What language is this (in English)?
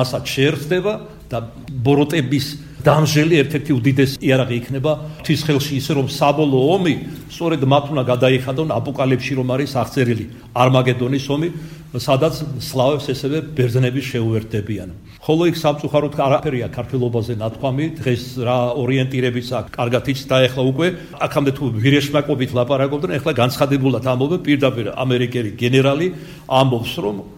Georgian